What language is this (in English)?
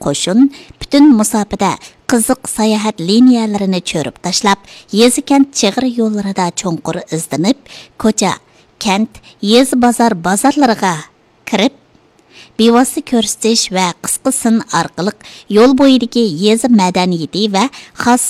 Uyghur